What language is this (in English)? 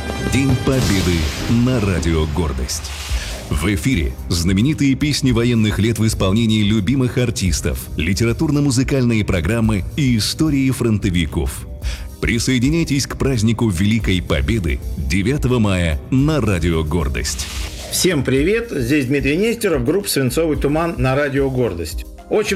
Russian